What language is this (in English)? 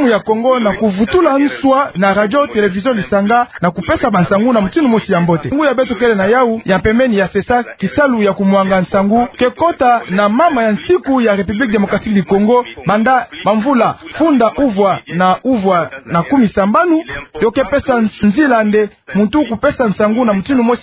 Kituba (Democratic Republic of Congo)